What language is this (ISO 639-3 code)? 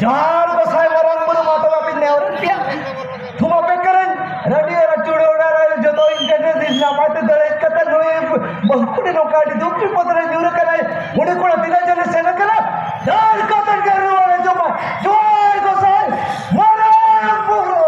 sat